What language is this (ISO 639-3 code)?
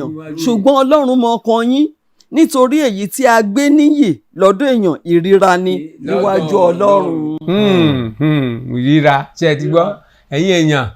yor